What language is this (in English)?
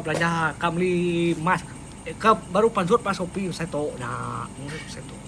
Iban